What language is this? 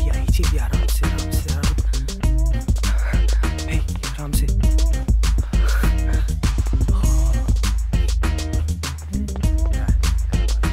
Bhojpuri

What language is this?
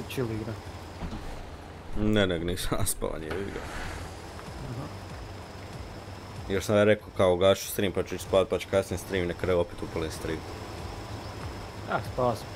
Croatian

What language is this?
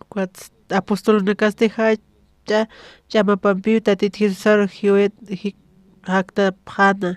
Aymara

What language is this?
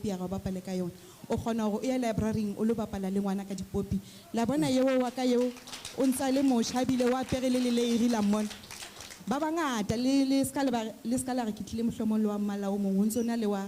Southern Sotho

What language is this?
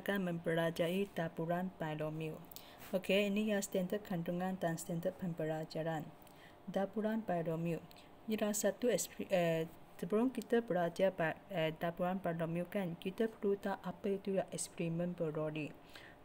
Malay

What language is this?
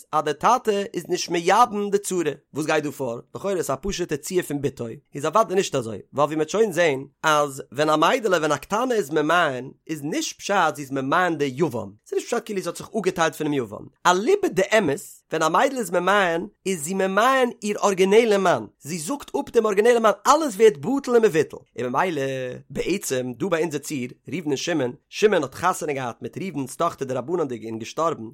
Yiddish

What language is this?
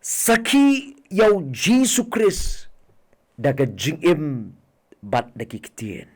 Khasi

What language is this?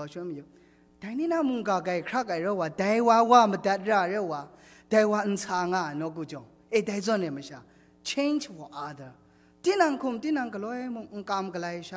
Kachin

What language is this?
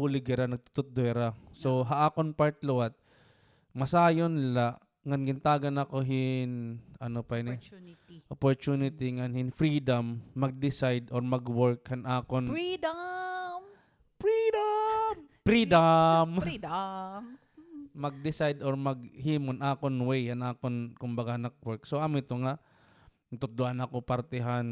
Waray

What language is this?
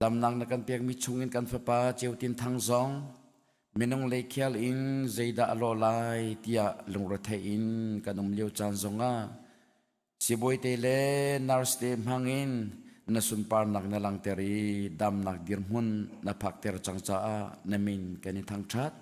Hakha Chin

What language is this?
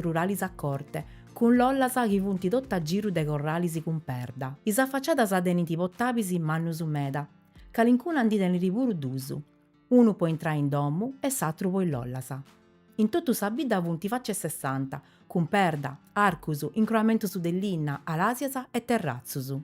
Sardinian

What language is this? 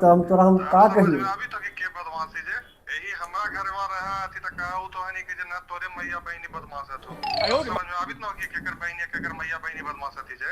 Magahi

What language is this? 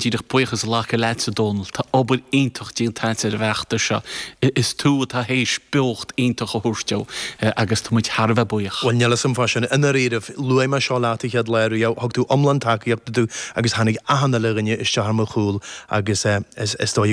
Irish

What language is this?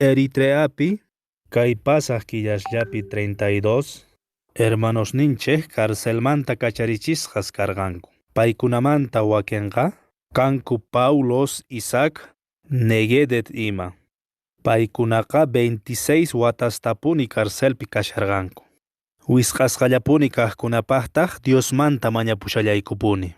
Quechua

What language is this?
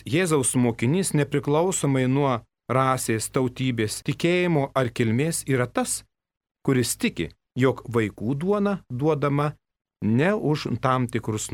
Lithuanian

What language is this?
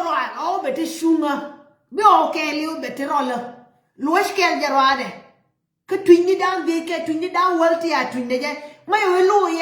Nuer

